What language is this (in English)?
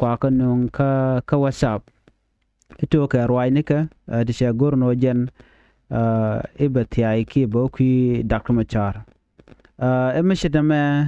Nuer